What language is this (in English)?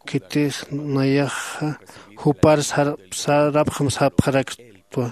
Aymara